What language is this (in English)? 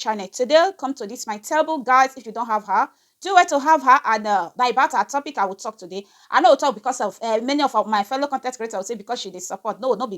Nigerian Pidgin